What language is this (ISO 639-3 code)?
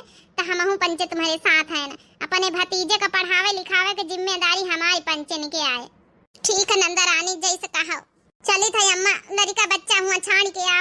awa